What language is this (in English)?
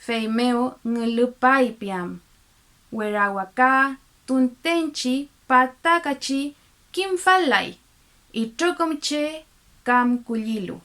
Mapuche